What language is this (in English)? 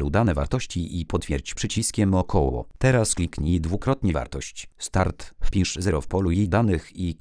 Polish